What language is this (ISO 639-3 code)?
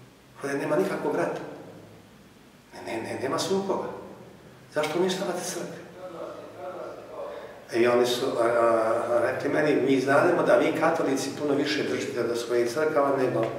hrv